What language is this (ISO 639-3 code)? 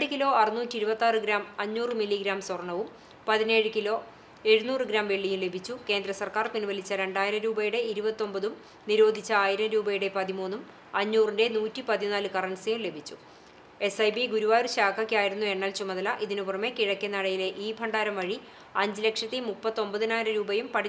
mal